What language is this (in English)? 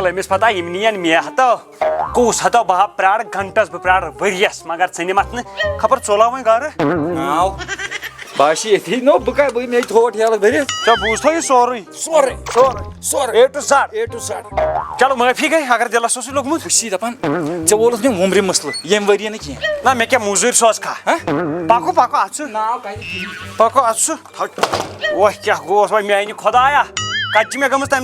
Kashmiri